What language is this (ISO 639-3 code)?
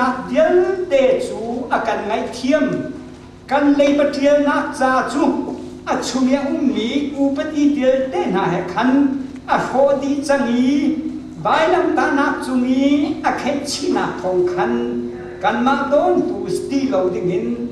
cnh